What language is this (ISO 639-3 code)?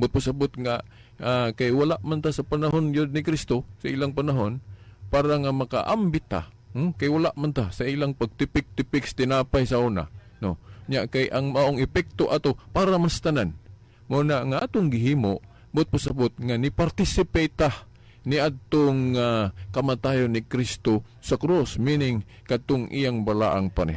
ceb